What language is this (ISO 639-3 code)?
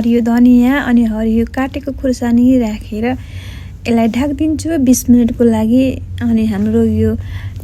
nep